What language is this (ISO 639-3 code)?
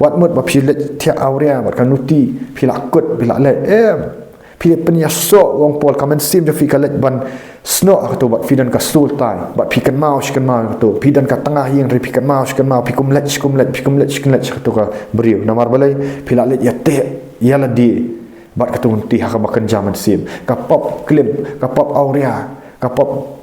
kha